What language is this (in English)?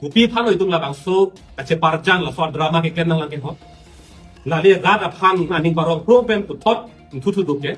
Karbi